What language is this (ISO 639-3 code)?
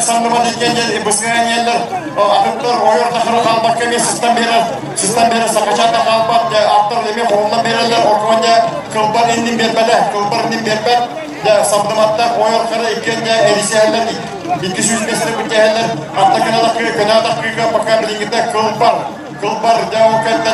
sah